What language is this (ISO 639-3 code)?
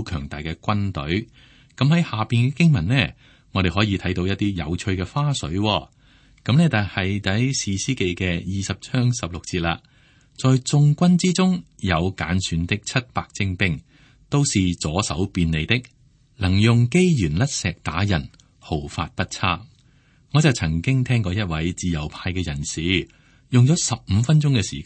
yue